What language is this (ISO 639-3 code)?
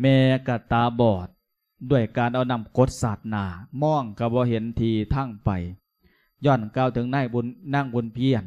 lao